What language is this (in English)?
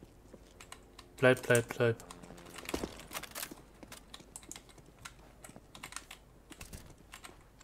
German